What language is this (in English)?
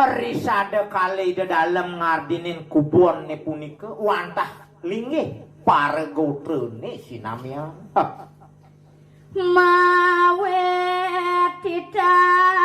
Balinese